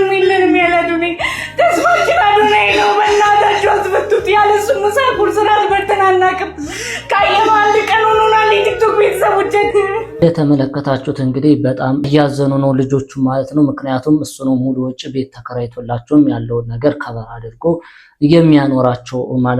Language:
Amharic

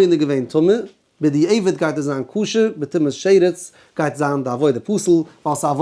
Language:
Yiddish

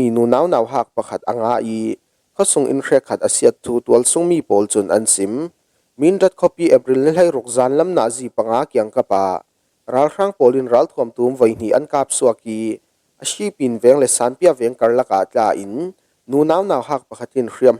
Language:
Falam Chin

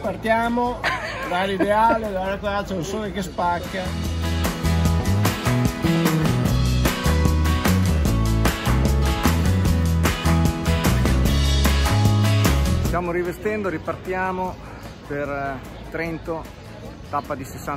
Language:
Italian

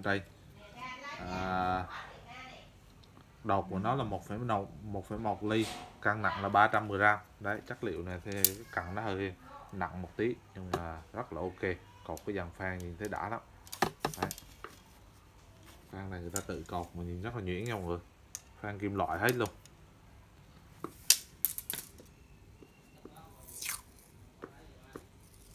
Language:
Vietnamese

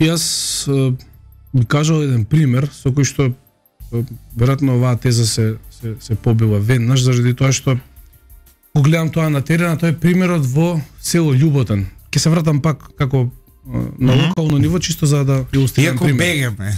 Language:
Macedonian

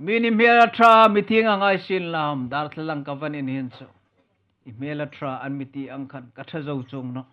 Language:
Hmar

